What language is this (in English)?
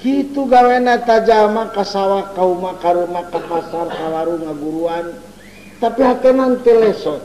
Sundanese